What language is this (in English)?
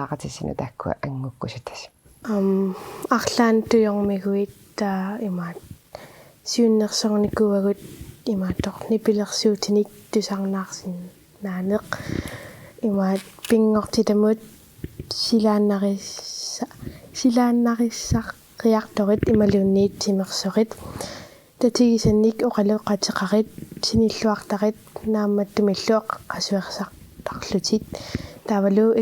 Kalaallisut